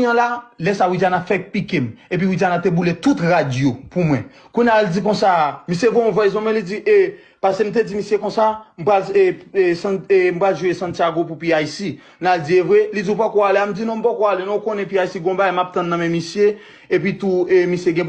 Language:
Haitian Creole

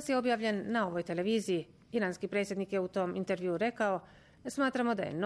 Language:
Bosnian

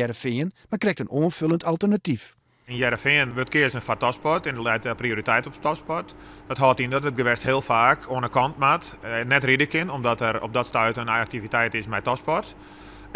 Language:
Western Frisian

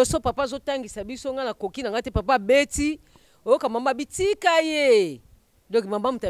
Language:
Lingala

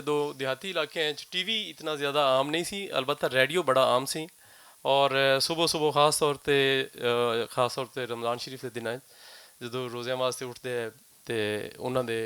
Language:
Western Panjabi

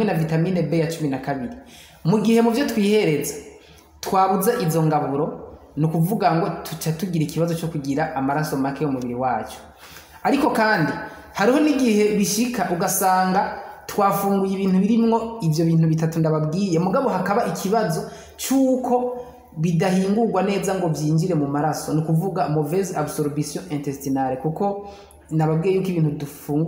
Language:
Rundi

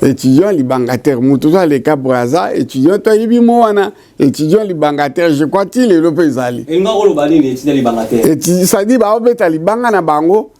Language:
Lingala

